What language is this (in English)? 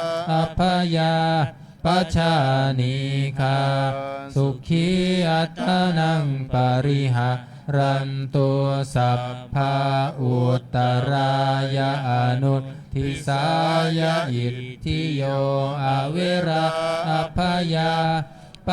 Pali